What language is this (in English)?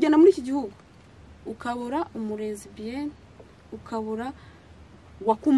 Kinyarwanda